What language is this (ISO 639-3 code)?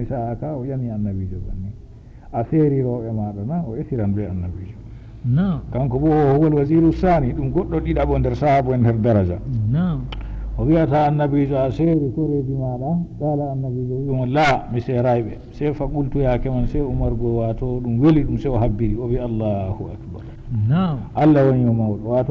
ful